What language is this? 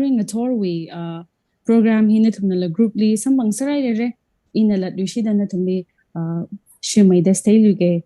Tangkhul Naga (India)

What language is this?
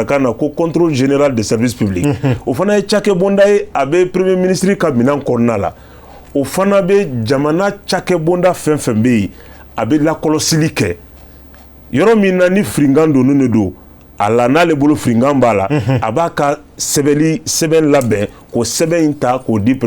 Bambara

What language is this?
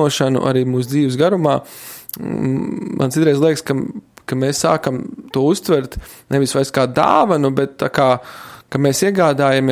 Latvian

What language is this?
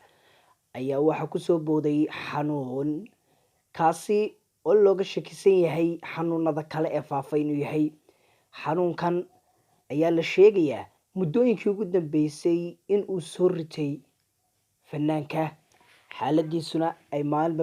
Somali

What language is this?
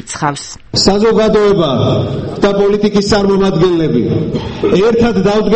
Georgian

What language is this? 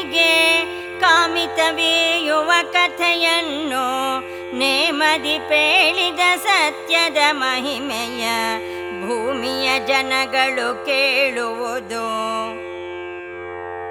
Kannada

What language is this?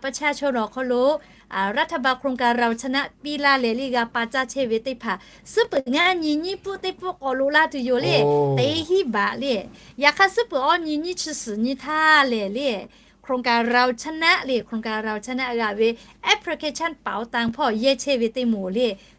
Lahu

